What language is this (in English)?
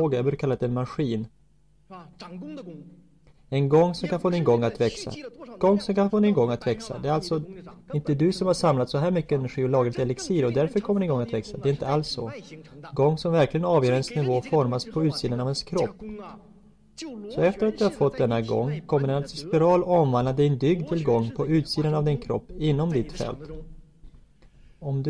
Swedish